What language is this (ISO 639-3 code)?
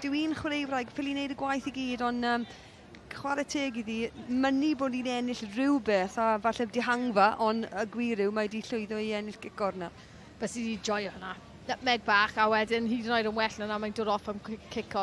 cym